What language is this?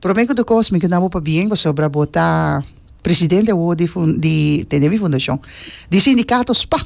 Papiamento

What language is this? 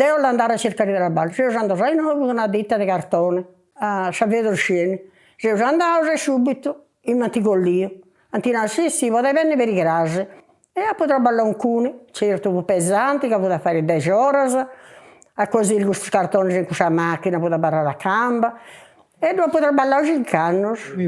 Sardinian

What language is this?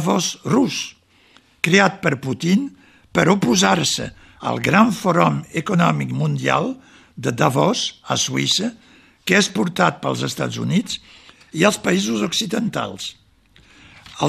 Catalan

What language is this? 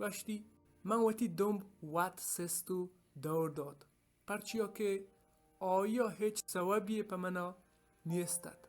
Baluchi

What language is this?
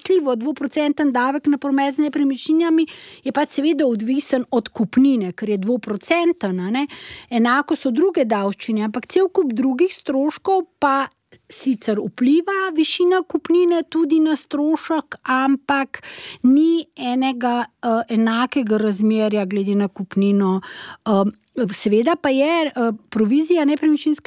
Slovenian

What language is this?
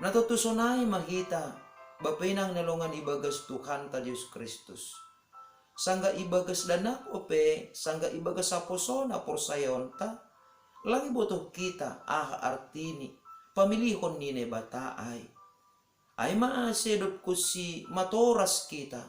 Batak Simalungun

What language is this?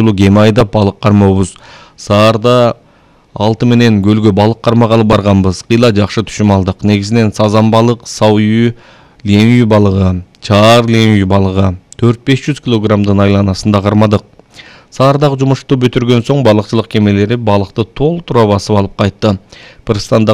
Kyrgyz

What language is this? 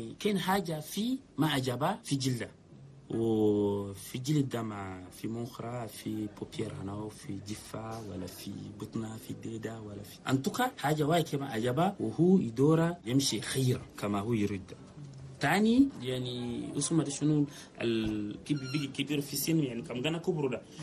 Chadian Arabic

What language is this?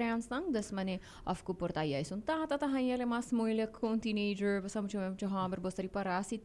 Papiamento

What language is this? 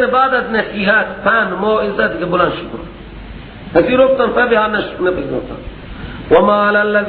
Persian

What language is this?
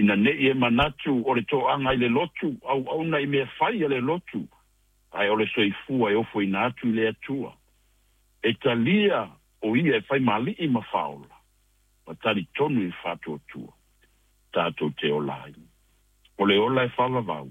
Samoan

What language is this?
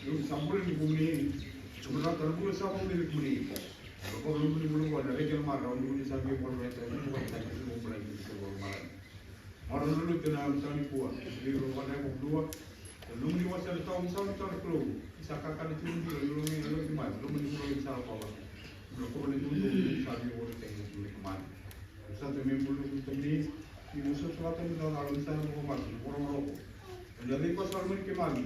Fijian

